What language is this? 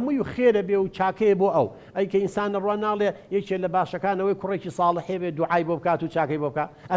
Central Kurdish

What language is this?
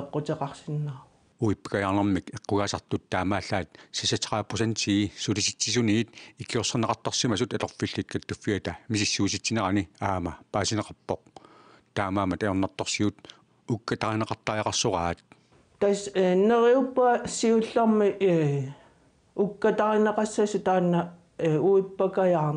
Kalaallisut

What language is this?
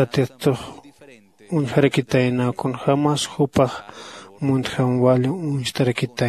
Aymara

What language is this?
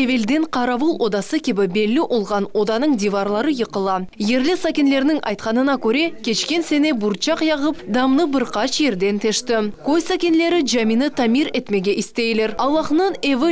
Crimean Tatar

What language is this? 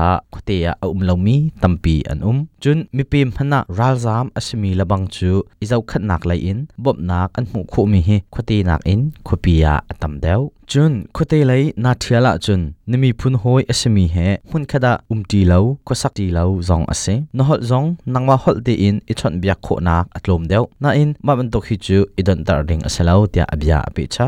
Hakha Chin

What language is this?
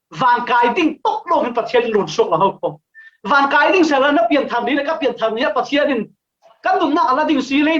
Falam Chin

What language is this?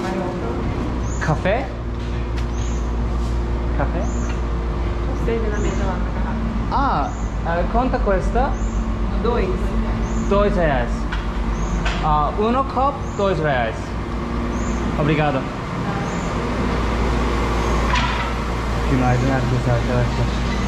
Turkish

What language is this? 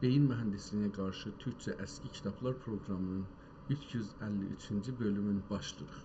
South Azerbaijani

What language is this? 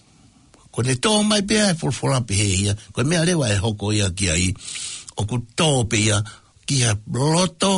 Tongan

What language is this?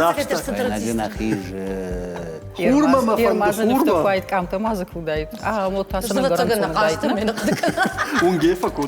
Ossetic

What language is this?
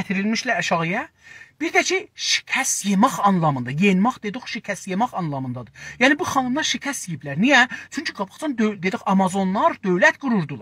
South Azerbaijani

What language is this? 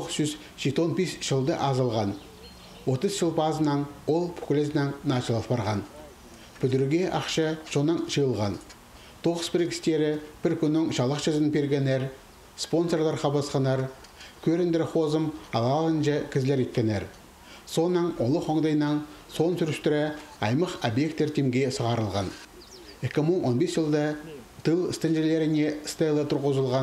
Khakas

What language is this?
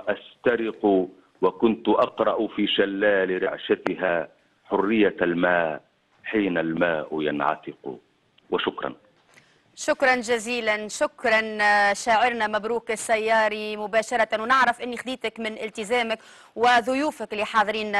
Tunisian Arabic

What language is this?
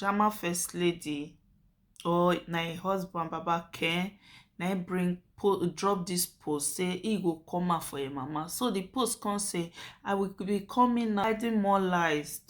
Nigerian Pidgin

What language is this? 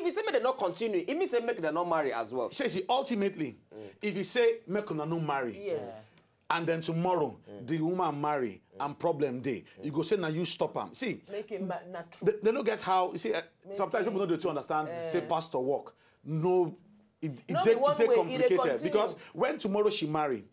Nigerian Pidgin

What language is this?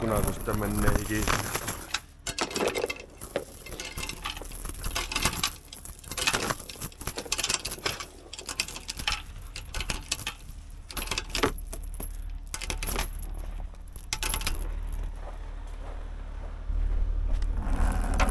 Finnish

